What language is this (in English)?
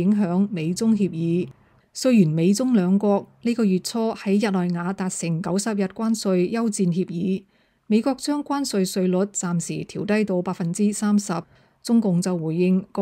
Cantonese